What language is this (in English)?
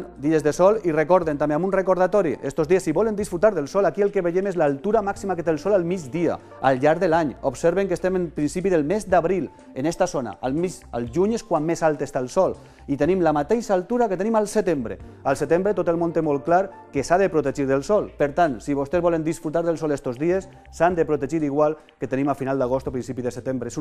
Catalan